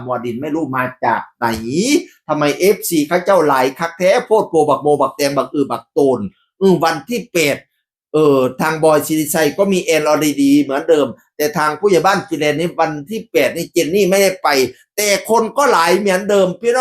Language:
Northeastern Thai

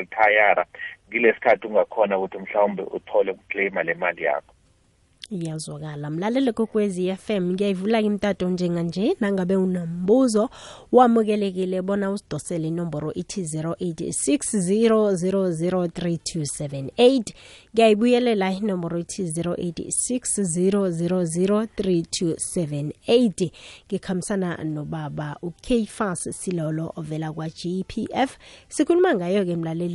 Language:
South Ndebele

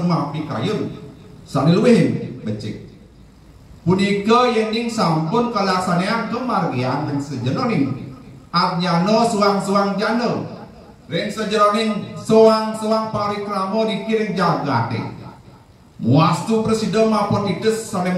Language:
Balinese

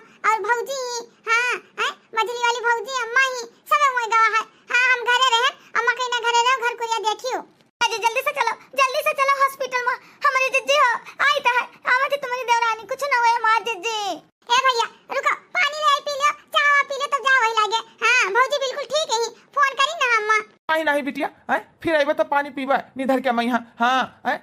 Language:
Awadhi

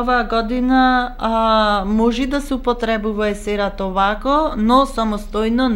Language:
Macedonian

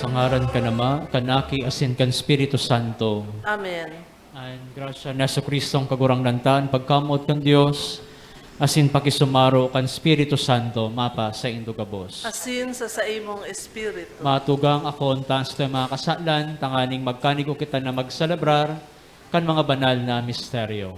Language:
Bikol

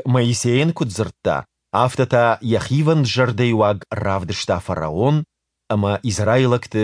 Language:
Ossetic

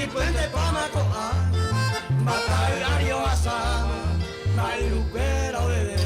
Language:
Guarani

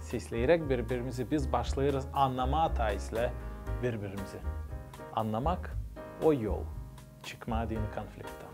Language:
Gagauz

